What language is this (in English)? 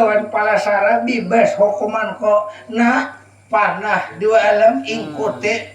Banjar